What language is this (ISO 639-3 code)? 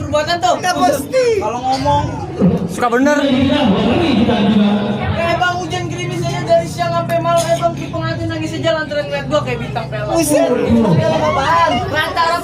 bew